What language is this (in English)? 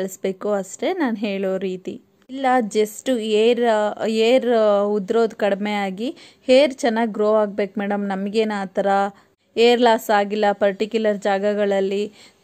Kannada